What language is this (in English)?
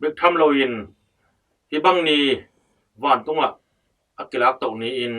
Tedim Chin